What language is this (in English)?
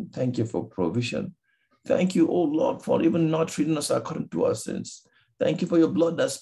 English